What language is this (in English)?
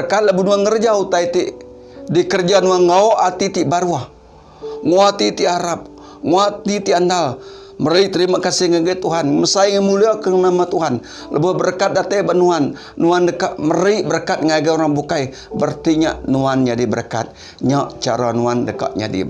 Iban